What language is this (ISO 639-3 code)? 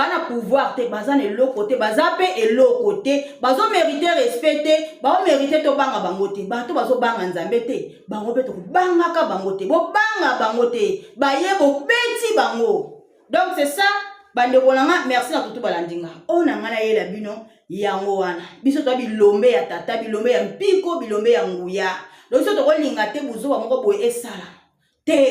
lin